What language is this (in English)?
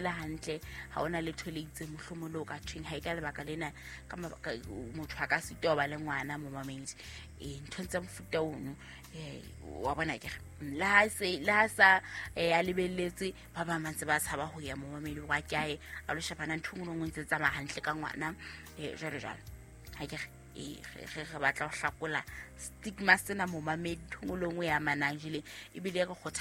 Southern Sotho